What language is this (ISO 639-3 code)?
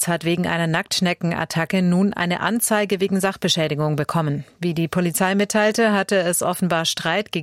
deu